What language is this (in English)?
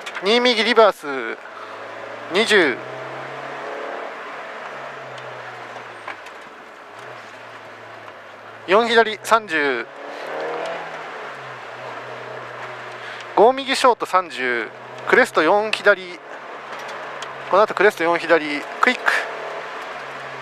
Japanese